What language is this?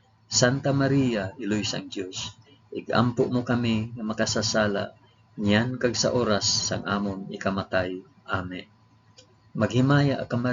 Hiligaynon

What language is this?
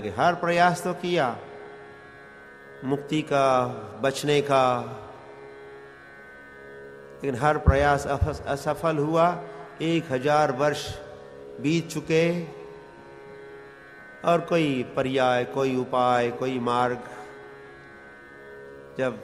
Hindi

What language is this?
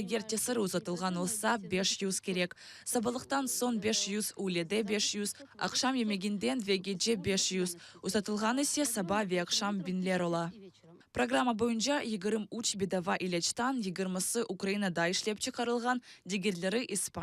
Crimean Tatar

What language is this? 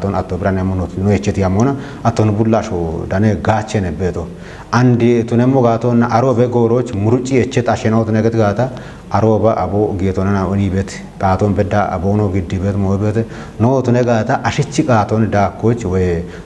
Kafa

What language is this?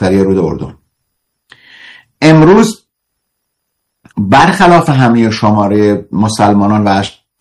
Persian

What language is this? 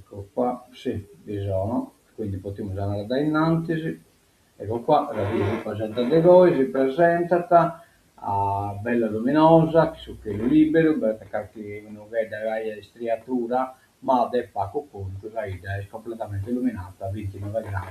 Sardinian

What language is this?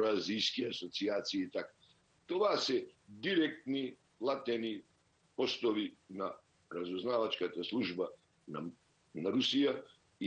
Bulgarian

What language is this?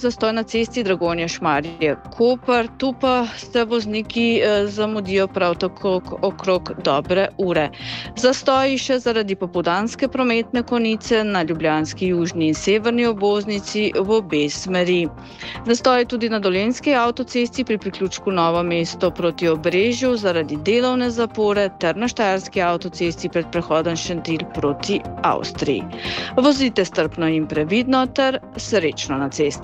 Slovenian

